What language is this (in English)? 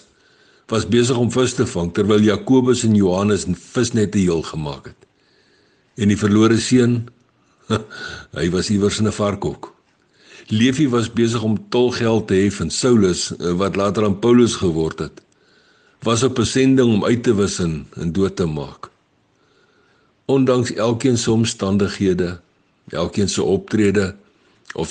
Afrikaans